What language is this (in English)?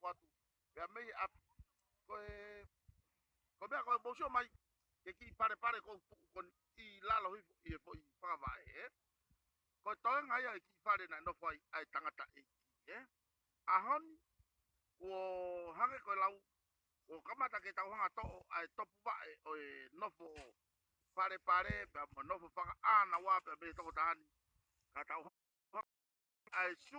Tongan